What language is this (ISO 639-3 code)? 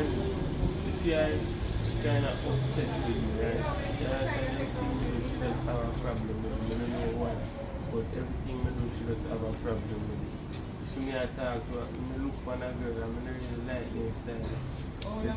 jam